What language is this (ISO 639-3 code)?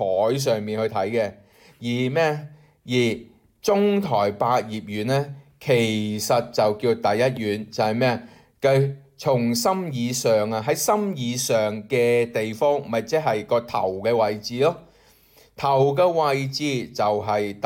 yue